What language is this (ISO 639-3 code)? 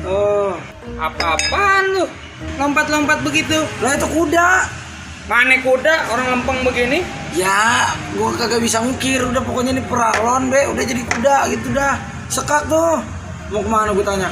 bew